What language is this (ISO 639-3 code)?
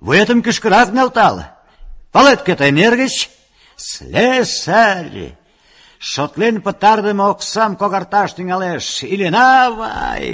chm